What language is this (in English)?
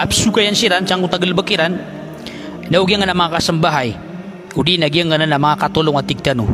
Maranao